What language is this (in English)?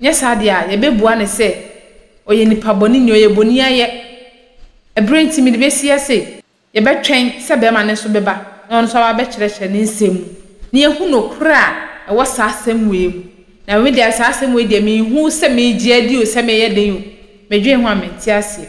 Akan